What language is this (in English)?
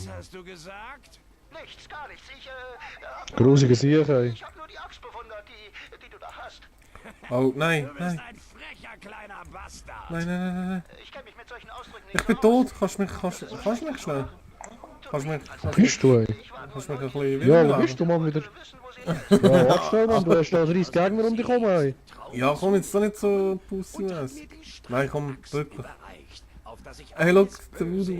Swiss German